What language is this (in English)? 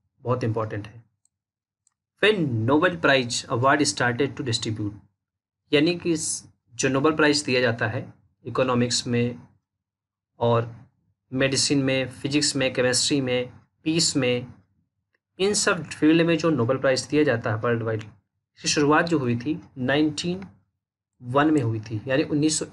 Hindi